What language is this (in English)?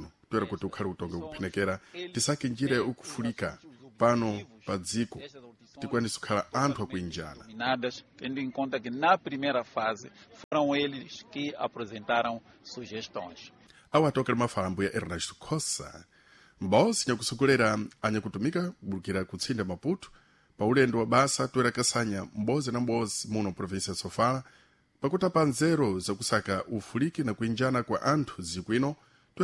Sena